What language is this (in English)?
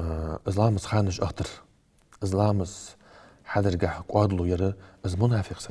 Ingush